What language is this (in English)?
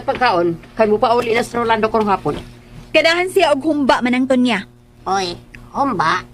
Cebuano